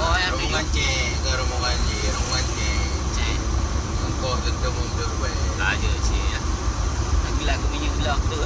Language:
Achinese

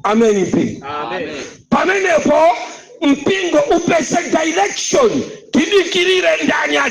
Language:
Nyanja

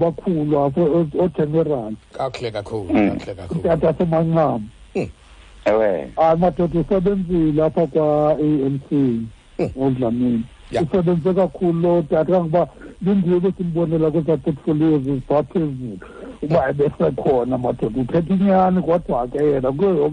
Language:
Xhosa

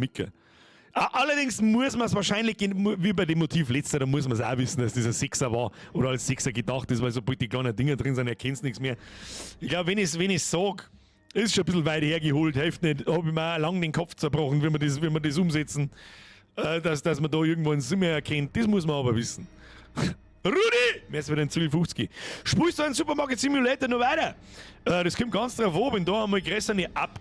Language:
Bavarian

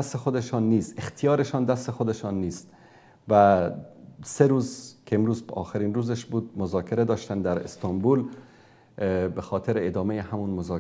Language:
Persian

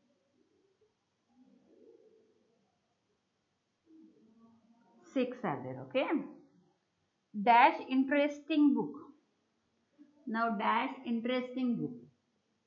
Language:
Marathi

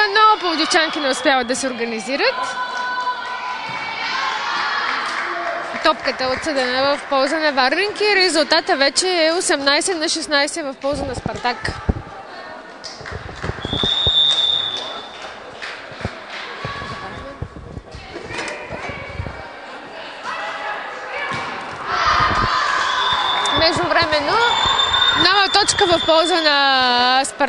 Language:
Bulgarian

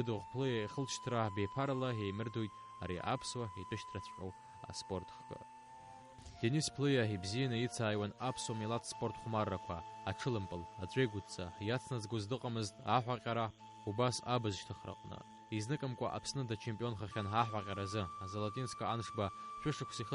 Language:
Abkhazian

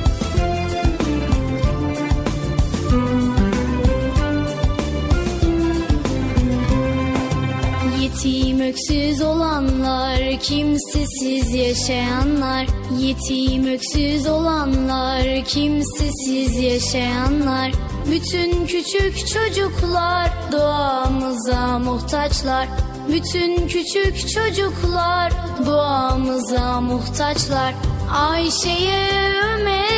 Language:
Turkish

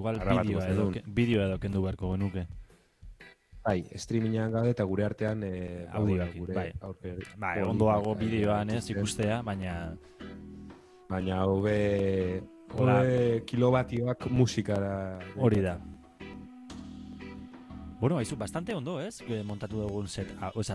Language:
Basque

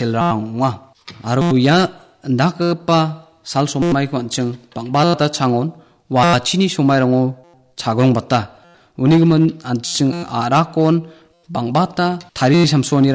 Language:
Garo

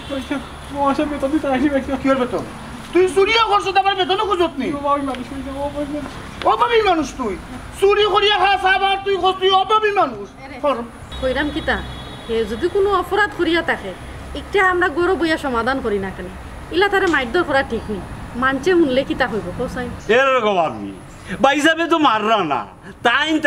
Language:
Sylheti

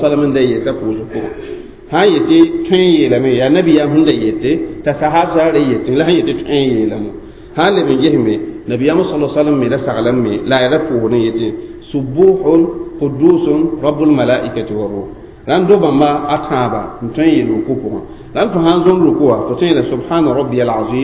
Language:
Mossi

